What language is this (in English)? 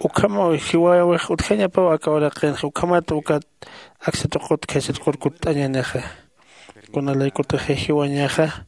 Aymara